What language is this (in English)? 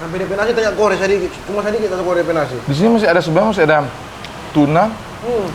Manado Malay